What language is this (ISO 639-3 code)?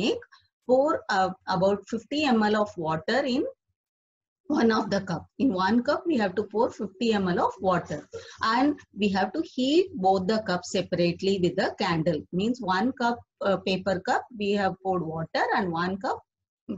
eng